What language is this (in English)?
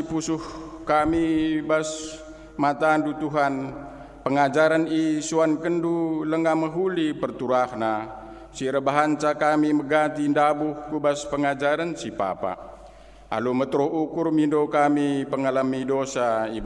Batak Karo